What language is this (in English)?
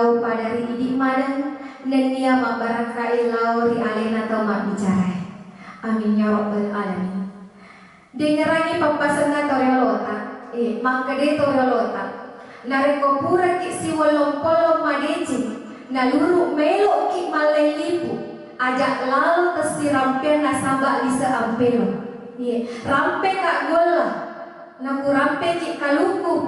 Buginese